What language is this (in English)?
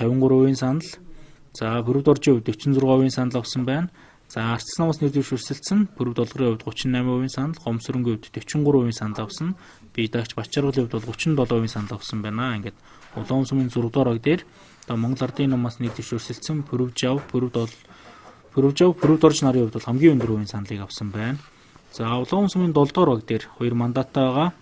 Mongolian